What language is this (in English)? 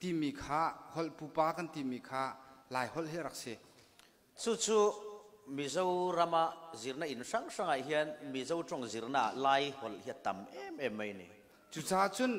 Falam Chin